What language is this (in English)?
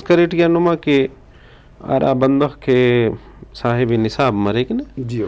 Brahui